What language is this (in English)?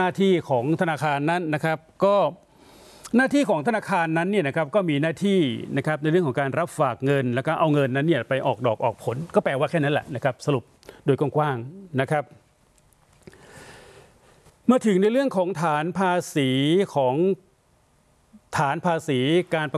Thai